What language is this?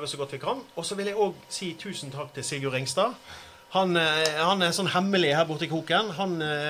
Norwegian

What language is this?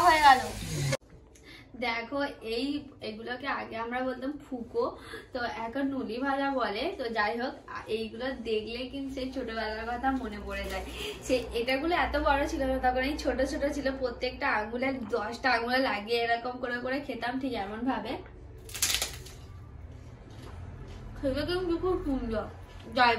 Bangla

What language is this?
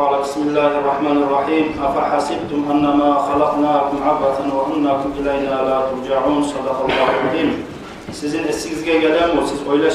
Kumyk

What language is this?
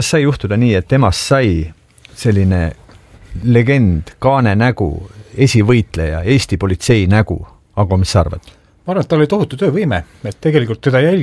Estonian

